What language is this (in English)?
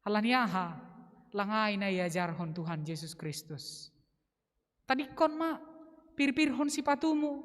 Batak Simalungun